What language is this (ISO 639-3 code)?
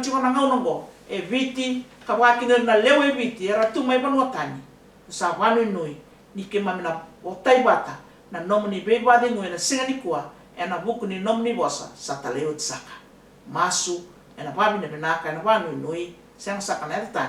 fij